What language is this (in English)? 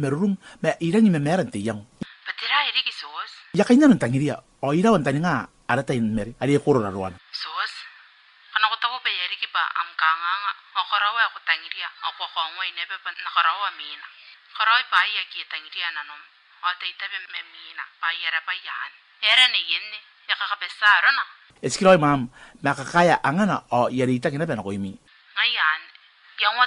Gilbertese